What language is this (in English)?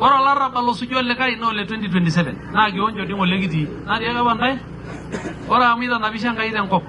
Masai